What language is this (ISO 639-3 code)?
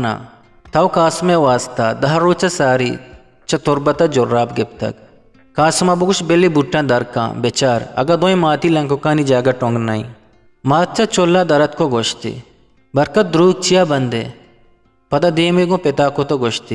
bgp